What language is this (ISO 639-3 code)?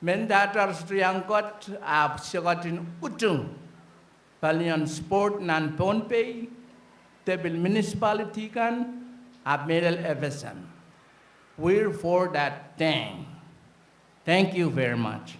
pon